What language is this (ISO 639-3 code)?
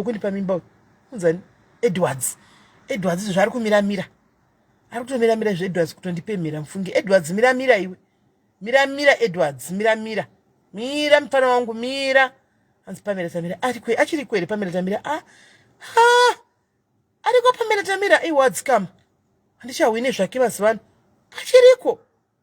sna